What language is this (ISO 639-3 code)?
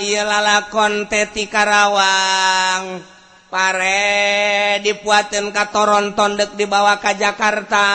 sun